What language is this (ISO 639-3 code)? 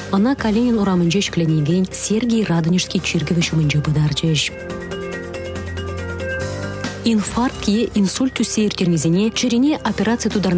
chv